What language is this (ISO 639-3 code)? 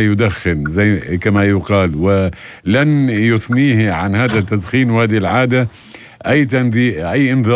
apc